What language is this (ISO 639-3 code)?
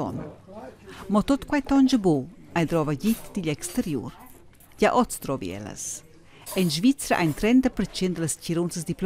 roh